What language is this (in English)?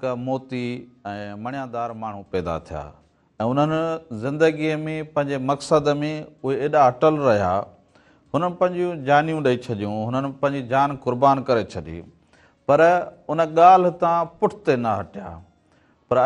Sindhi